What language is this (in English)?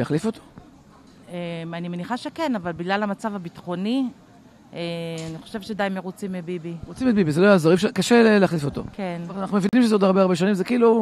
Hebrew